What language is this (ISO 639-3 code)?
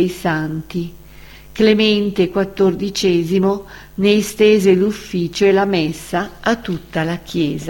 ita